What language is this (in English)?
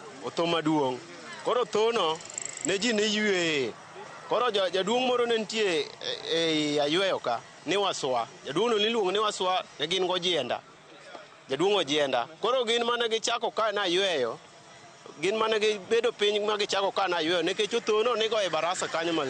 Luo (Kenya and Tanzania)